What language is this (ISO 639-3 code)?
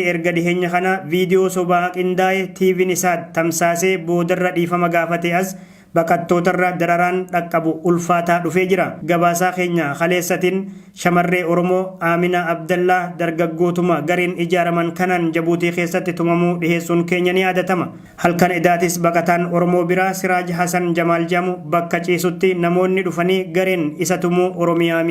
orm